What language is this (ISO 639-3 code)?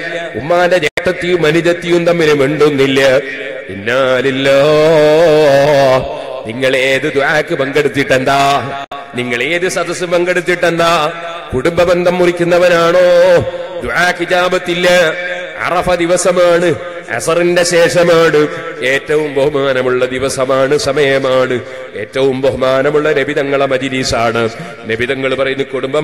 mal